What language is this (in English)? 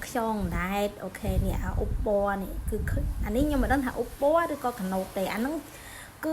Khmer